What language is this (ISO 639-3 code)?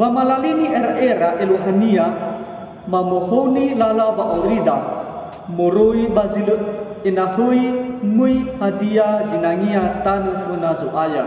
nia